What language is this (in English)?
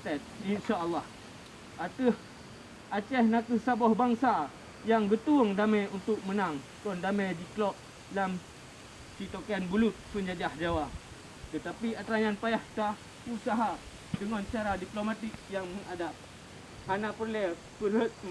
Achinese